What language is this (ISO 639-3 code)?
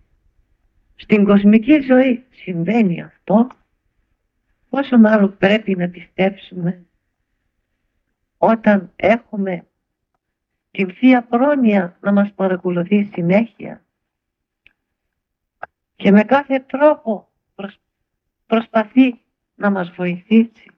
ell